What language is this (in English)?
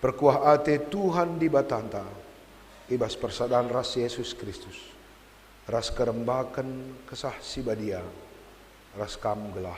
Batak Karo